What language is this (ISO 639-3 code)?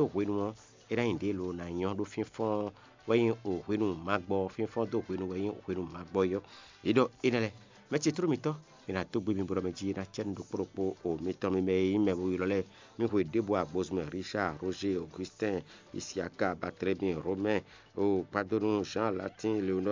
fon